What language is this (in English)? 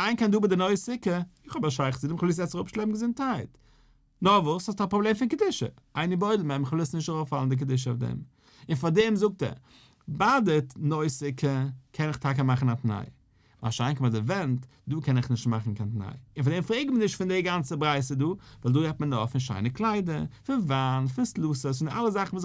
Yiddish